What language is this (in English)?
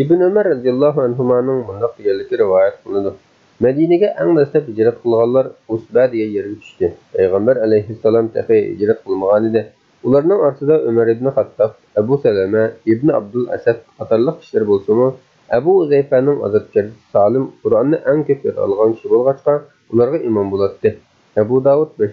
Uyghur